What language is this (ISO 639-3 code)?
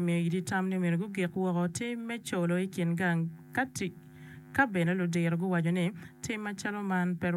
ach